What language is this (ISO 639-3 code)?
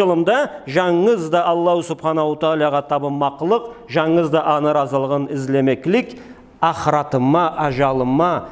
krc